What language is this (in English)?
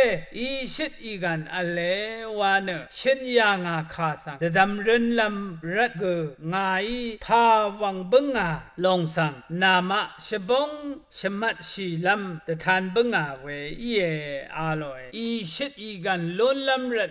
Rawang